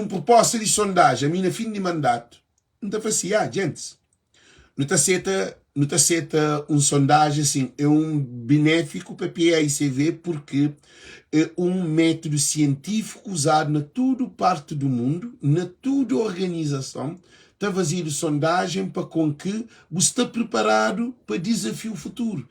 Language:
Kabuverdianu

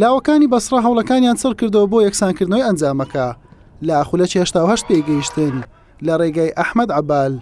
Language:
Central Kurdish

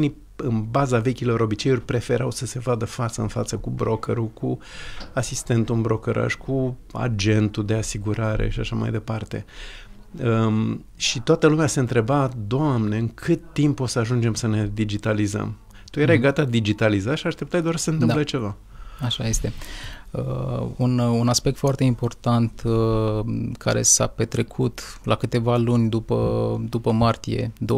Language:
Romanian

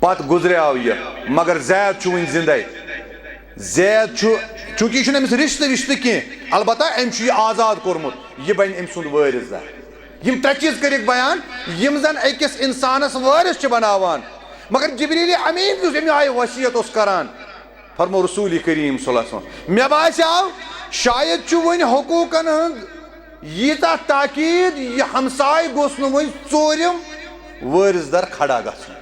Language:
Kashmiri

